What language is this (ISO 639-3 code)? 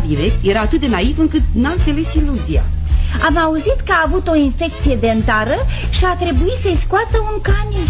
ron